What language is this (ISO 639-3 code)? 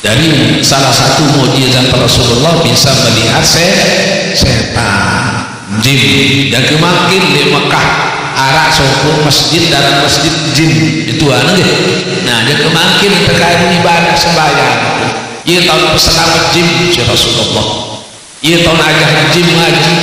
sas